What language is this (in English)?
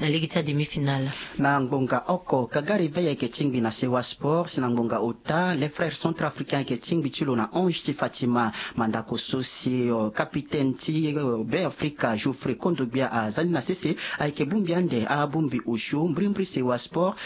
Sango